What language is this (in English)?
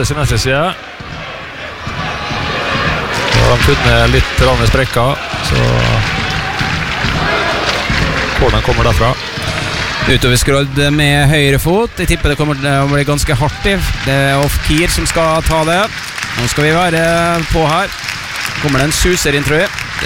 Norwegian